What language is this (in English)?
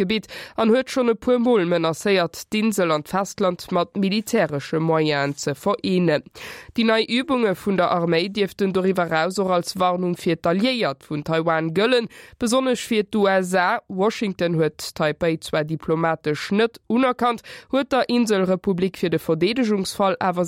Luxembourgish